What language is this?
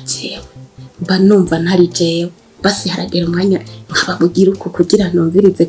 Rundi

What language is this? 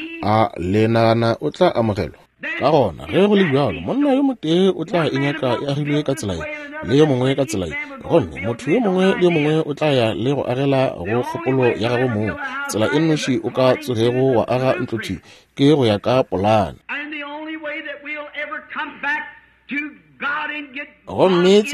Northern Sotho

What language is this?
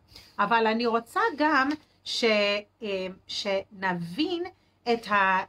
Hebrew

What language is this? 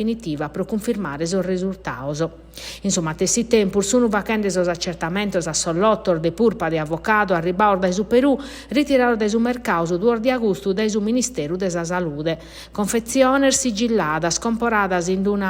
Sardinian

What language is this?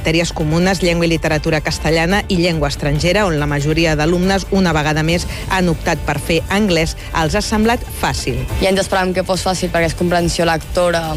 Catalan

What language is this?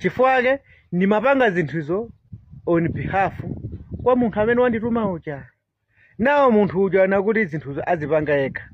Nyanja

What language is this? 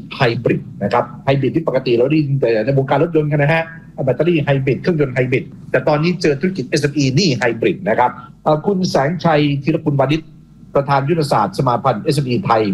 Thai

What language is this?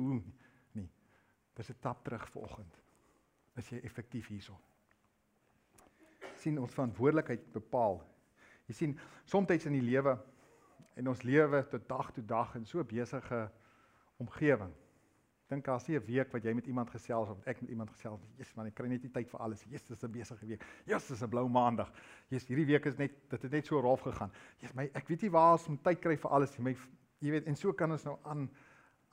Afrikaans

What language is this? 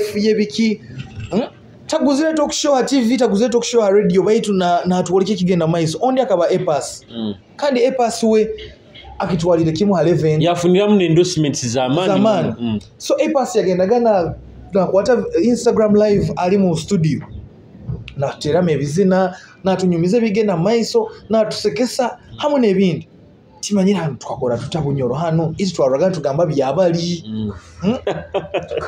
Nyoro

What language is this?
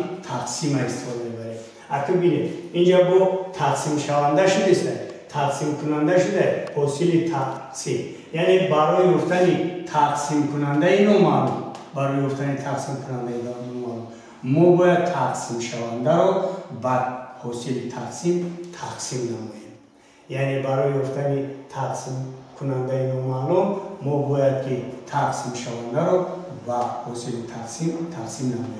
Tajik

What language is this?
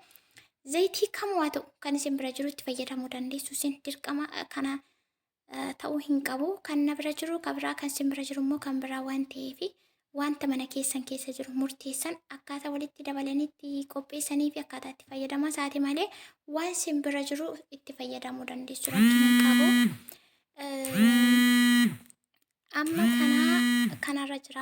Oromo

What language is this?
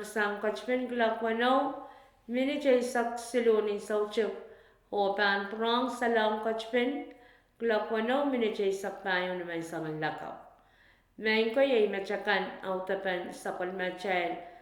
Pohnpeian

